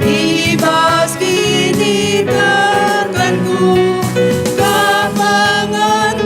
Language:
Batak Karo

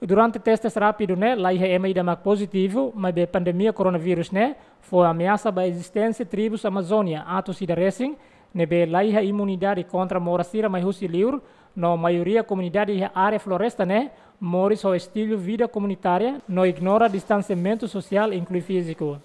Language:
Tetum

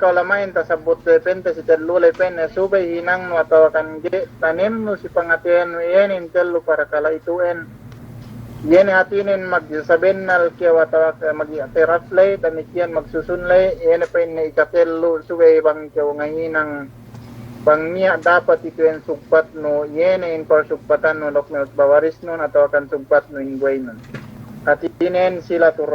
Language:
Yakan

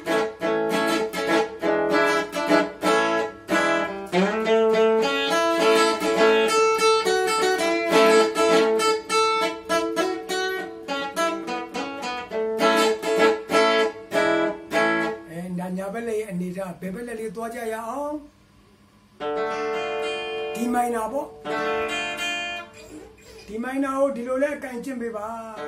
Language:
Burmese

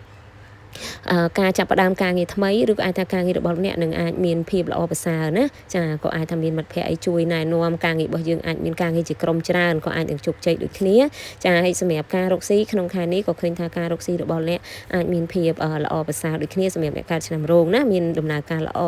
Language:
Khmer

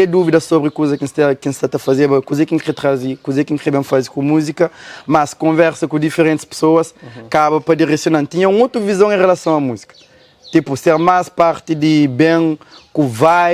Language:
Kabuverdianu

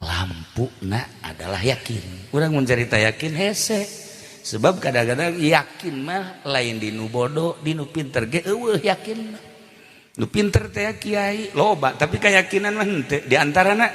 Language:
Sundanese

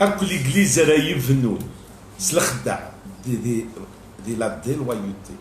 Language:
Kabyle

